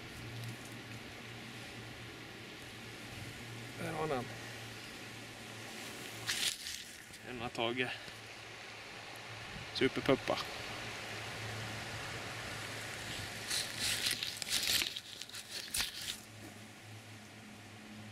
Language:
Swedish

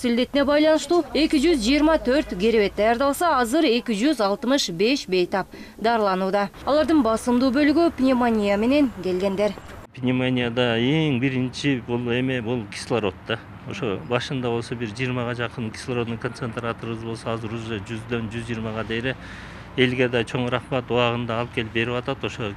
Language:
Kyrgyz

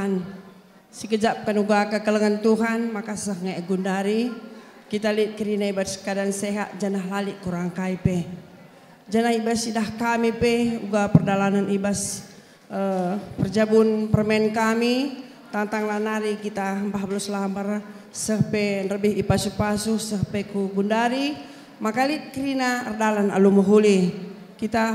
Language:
Batak Karo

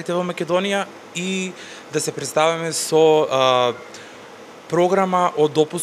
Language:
Macedonian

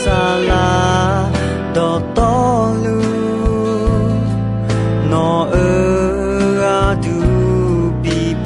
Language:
Akha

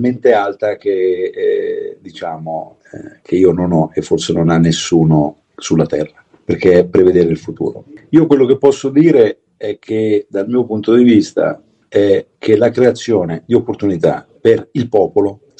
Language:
Italian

